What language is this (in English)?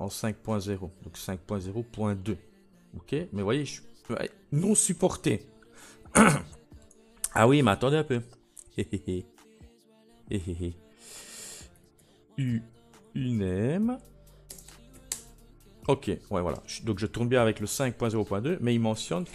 French